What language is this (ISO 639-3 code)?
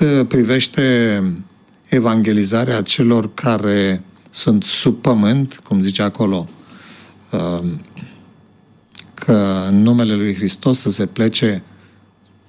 ron